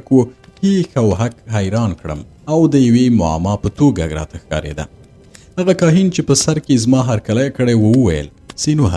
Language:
Pashto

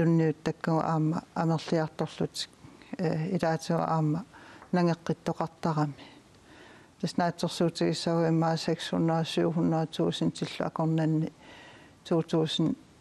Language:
Kalaallisut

